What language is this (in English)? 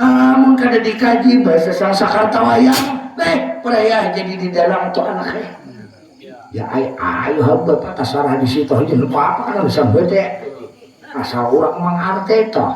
Banjar